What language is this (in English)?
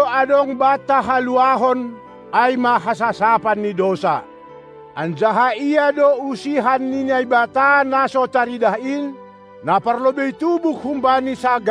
Batak Simalungun